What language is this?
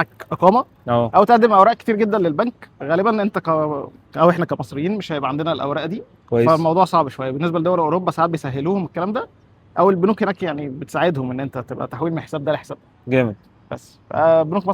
Egyptian Arabic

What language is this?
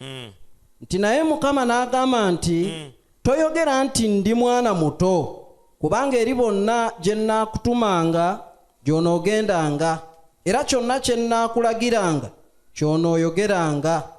Ganda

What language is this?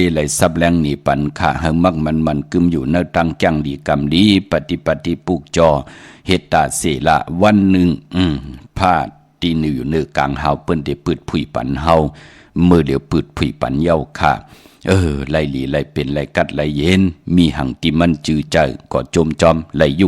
Shan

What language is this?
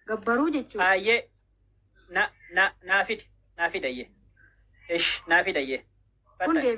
Oromo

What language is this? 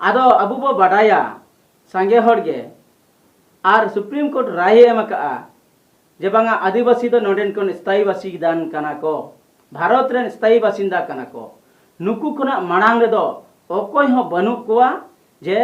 Santali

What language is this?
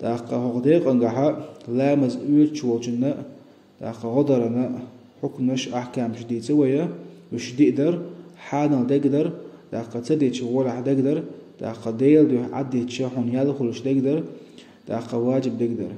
Chechen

